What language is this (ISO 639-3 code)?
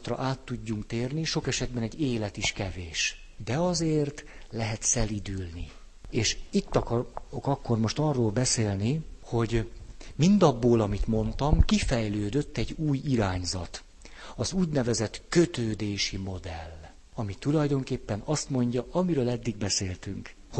hun